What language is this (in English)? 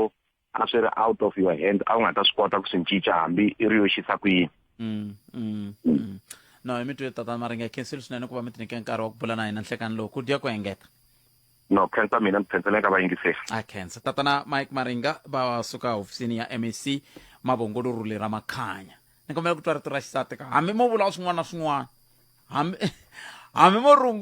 Tsonga